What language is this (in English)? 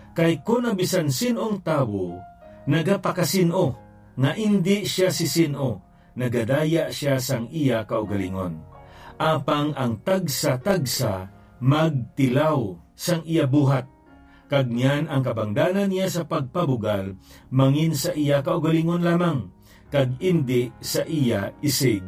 Hiligaynon